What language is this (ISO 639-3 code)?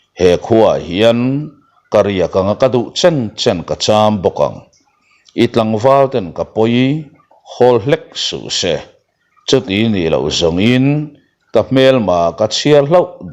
lus